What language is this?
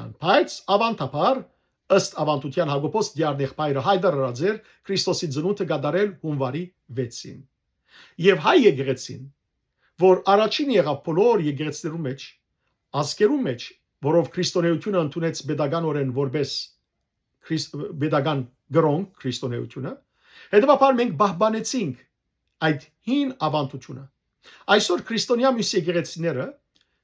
Western Armenian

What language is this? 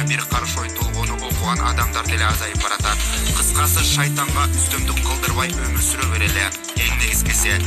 Kyrgyz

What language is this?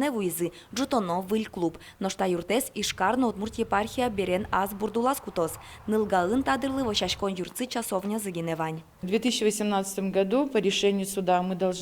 Udmurt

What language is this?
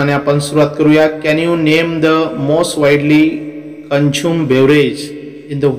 Marathi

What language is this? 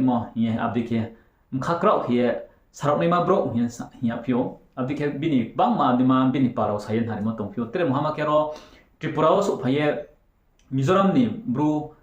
Riang (India)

